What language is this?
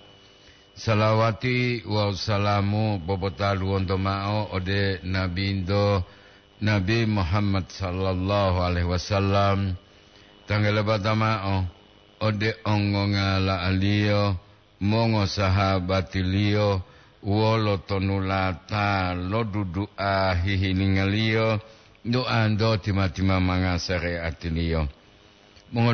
Gorontalo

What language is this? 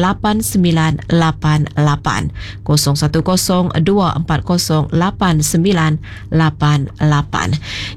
Iban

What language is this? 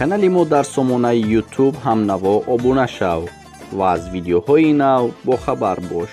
Tajik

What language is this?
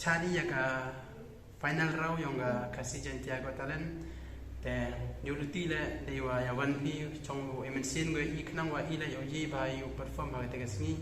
Khasi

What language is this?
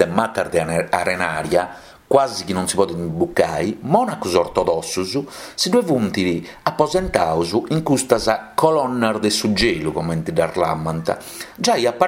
Sardinian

